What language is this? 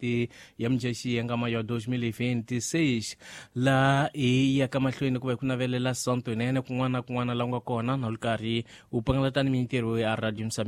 Tsonga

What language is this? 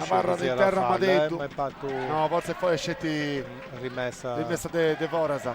Sardinian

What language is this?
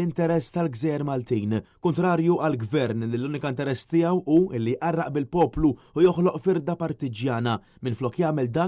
Maltese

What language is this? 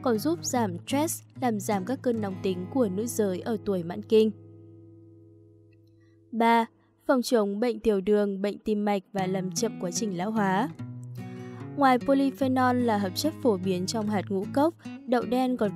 Vietnamese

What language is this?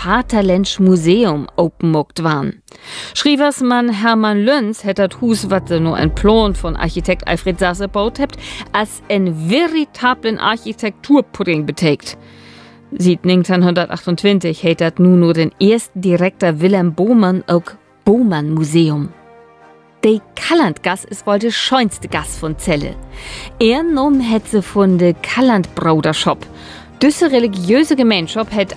Low German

